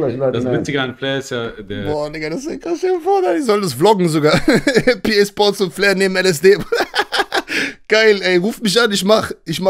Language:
German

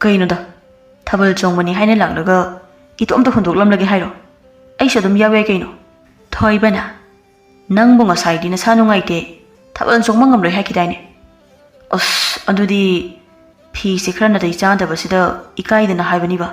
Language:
Manipuri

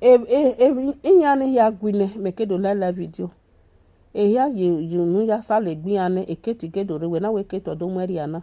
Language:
Nigerian Pidgin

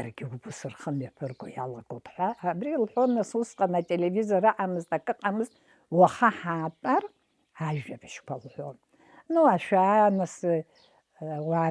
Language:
Abkhazian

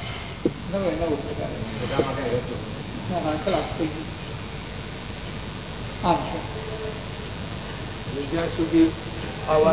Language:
Gujarati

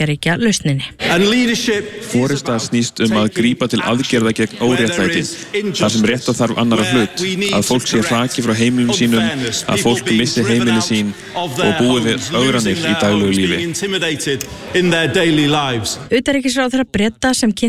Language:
Icelandic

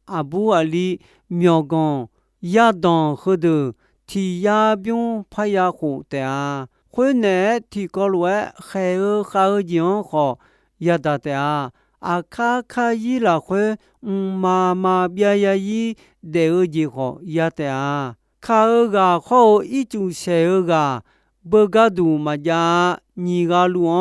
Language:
Akha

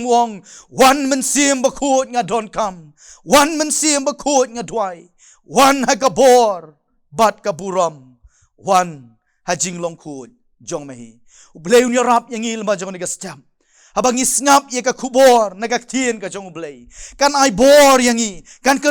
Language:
Khasi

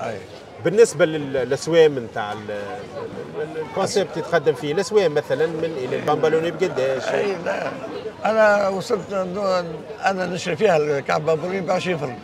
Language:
Tunisian Arabic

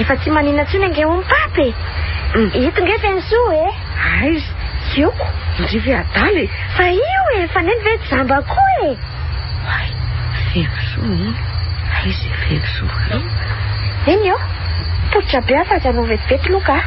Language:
Malagasy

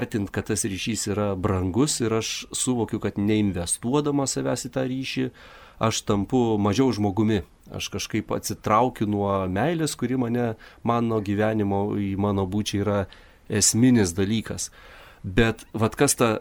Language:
Lithuanian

